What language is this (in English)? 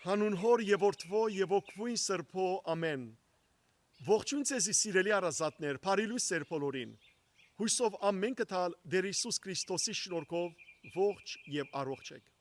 Western Armenian